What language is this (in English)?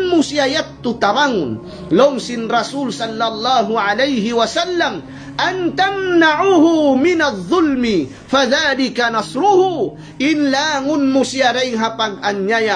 Tausug